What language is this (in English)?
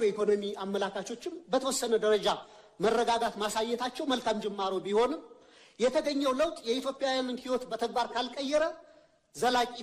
Amharic